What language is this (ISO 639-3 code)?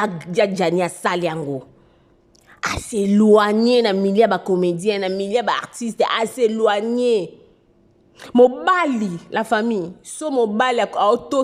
lin